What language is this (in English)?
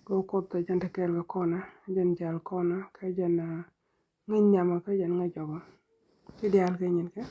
Nuer